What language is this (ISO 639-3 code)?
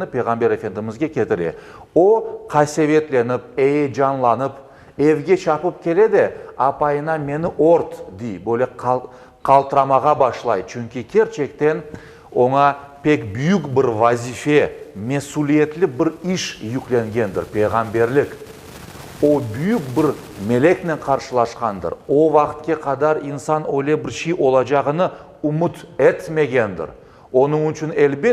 crh